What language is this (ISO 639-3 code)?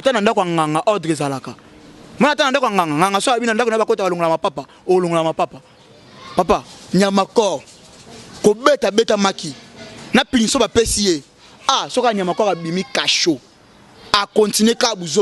lin